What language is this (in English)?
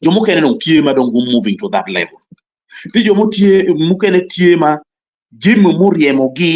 Acoli